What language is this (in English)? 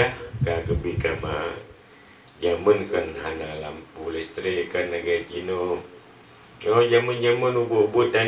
Achinese